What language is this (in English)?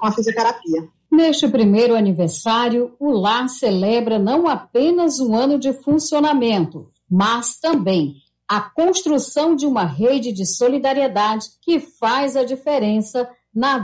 Portuguese